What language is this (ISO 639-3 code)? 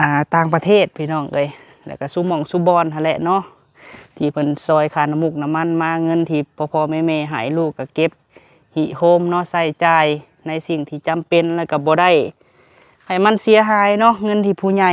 lao